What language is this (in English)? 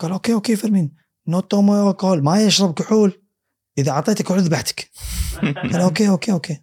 Gulf Arabic